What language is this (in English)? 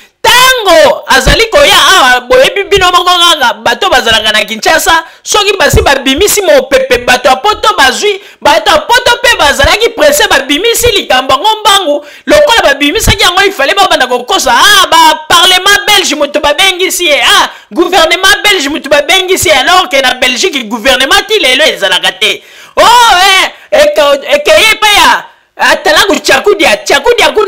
Lingala